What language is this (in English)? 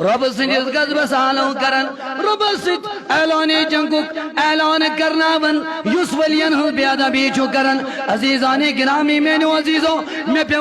Kashmiri